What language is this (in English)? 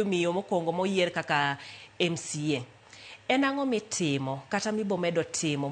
Luo (Kenya and Tanzania)